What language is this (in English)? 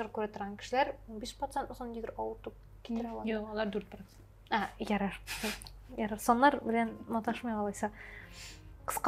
Tatar